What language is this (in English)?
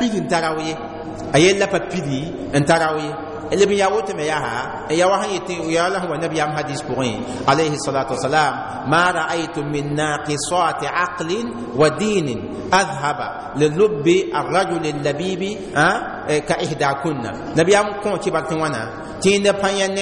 Mossi